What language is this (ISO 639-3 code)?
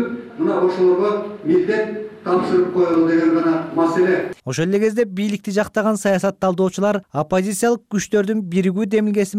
kir